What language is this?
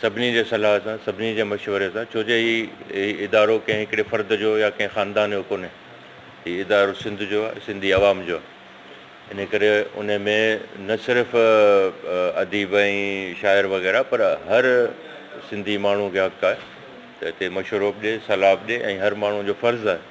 Sindhi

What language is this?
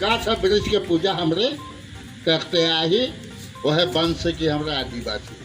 Sadri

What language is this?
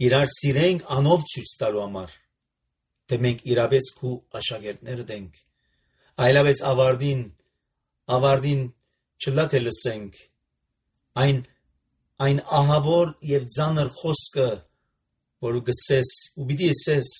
Armenian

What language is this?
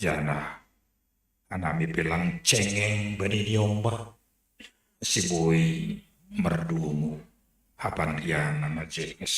Batak Simalungun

